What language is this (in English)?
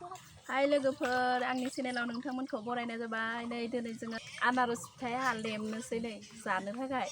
Bodo